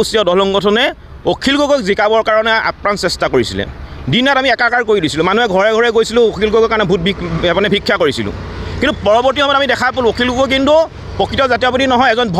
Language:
Assamese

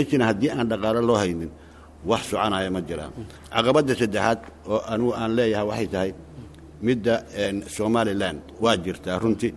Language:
Somali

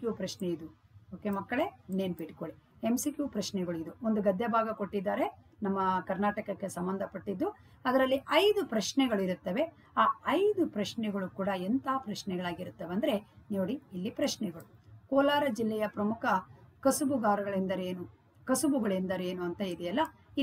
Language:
Kannada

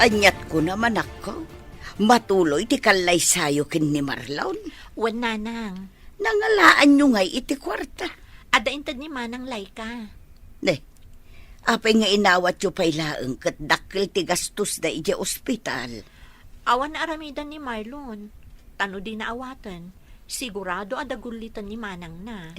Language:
Iloko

